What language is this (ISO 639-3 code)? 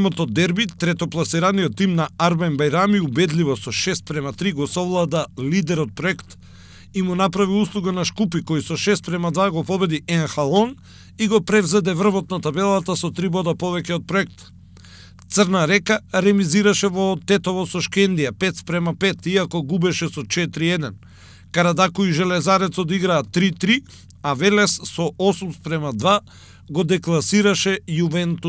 mkd